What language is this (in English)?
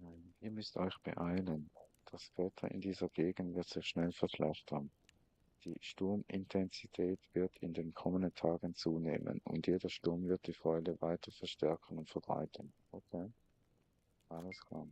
Swiss German